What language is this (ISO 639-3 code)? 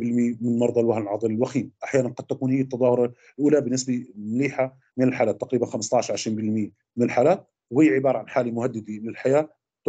ara